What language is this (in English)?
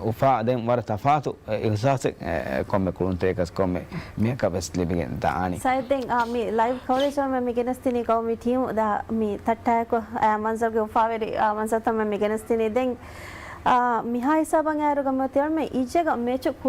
Divehi